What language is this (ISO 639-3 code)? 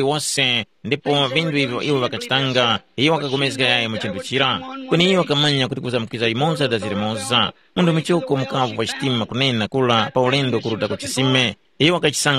tum